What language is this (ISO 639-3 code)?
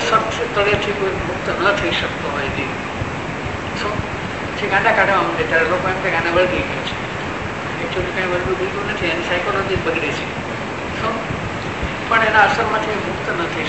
guj